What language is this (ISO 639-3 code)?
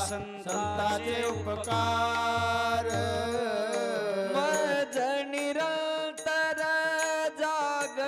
mar